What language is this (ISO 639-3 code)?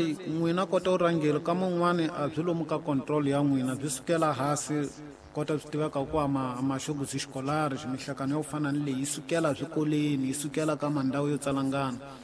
tso